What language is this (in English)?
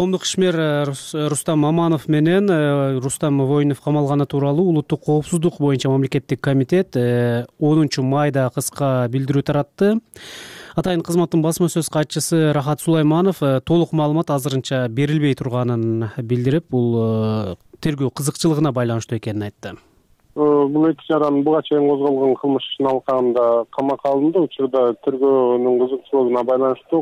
Kyrgyz